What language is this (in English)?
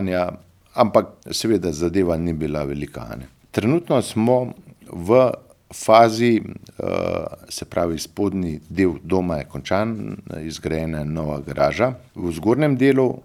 Slovenian